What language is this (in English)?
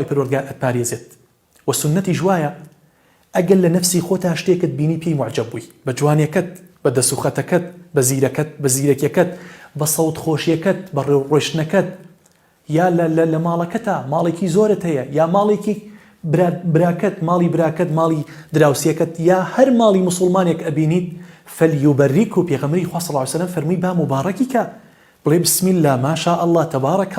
Central Kurdish